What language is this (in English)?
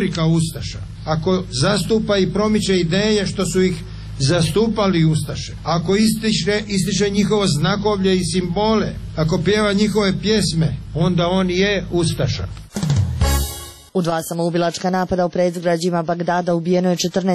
Croatian